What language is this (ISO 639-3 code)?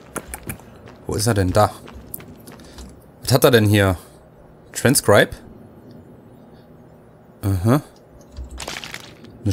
deu